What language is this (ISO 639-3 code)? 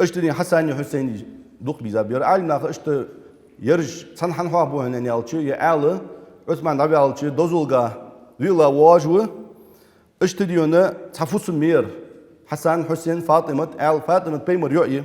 inh